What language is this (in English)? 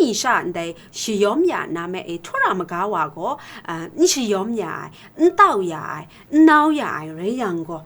Kachin